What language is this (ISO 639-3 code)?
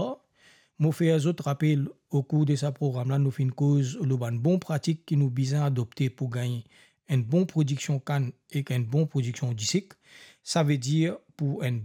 mfe